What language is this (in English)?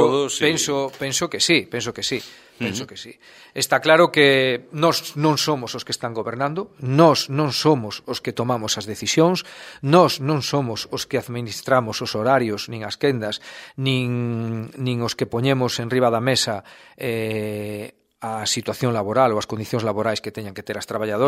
Galician